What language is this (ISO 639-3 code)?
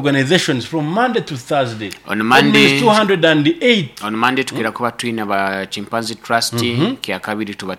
nyo